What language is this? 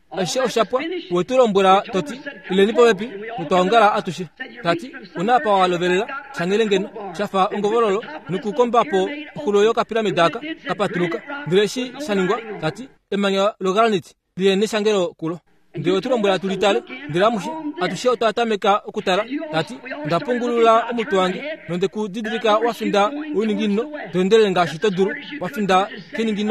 Kuanyama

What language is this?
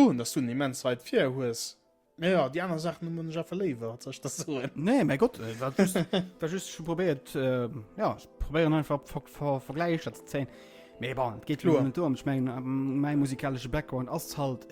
Luxembourgish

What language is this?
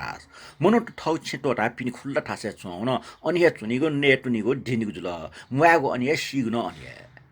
Newari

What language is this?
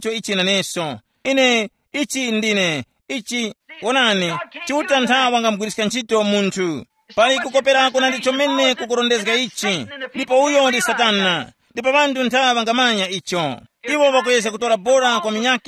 Tumbuka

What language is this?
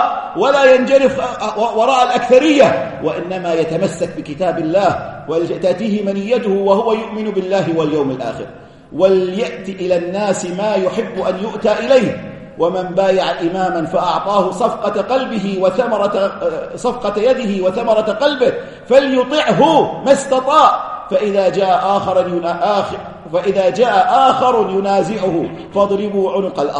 Arabic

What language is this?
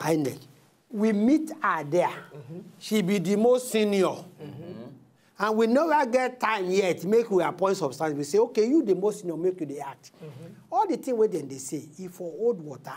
Nigerian Pidgin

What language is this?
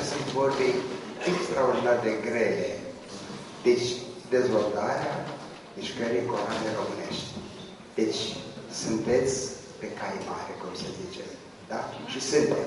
Romanian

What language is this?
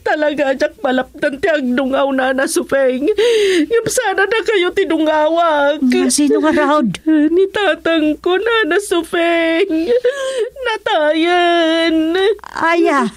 Iloko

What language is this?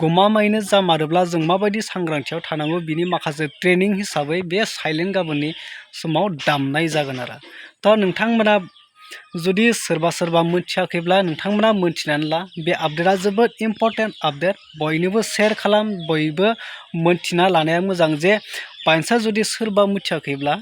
Bodo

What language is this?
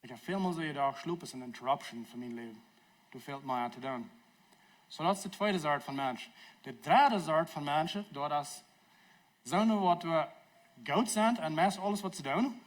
Plautdietsch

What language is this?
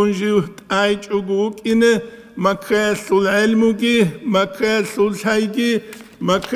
Avaric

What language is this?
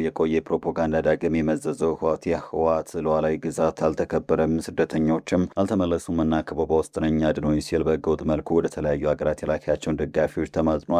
Amharic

